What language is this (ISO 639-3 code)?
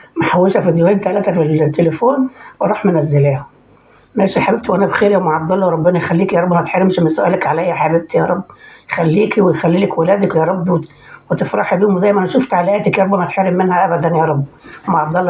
arz